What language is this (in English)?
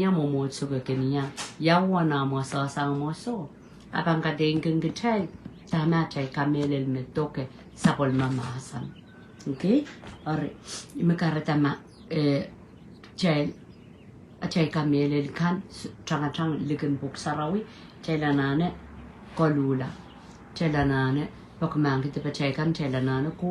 Pohnpeian